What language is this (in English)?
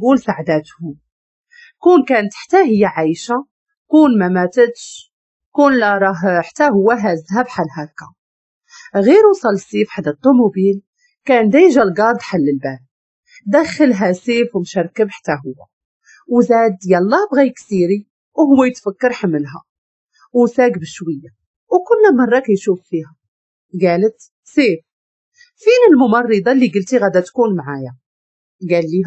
Moroccan Arabic